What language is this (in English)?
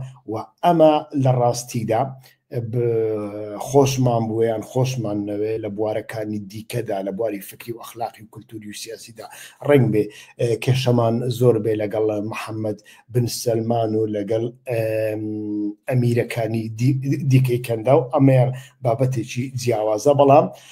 Central Kurdish